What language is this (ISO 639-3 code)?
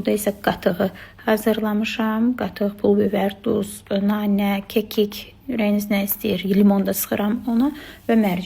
aze